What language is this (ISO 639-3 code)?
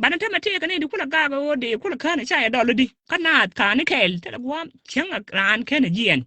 nus